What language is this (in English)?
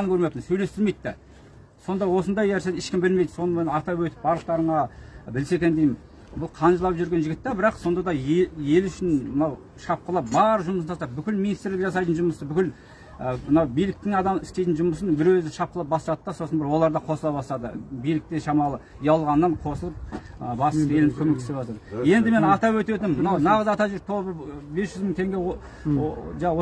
Kazakh